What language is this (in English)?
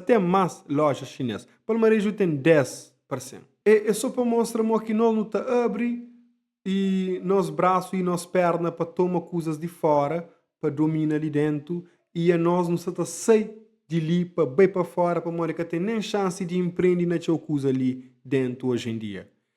Kabuverdianu